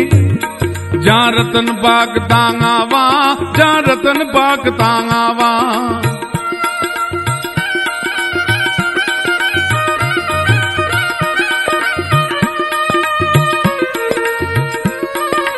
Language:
Gujarati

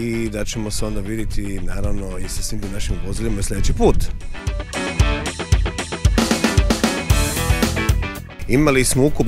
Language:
Croatian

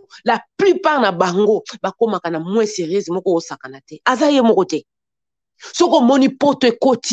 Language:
Lingala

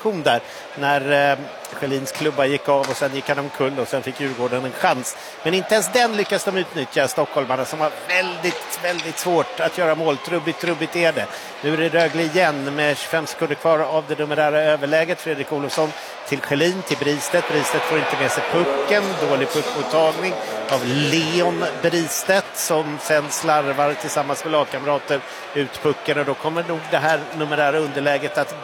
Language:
Swedish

